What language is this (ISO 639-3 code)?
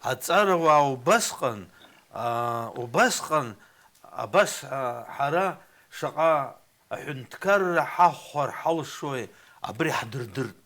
abk